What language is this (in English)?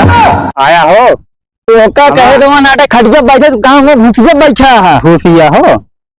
Awadhi